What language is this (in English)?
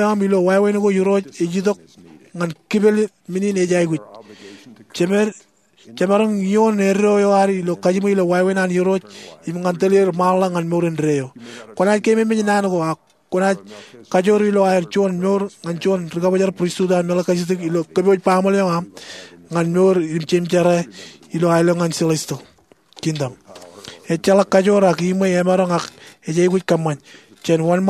Marshallese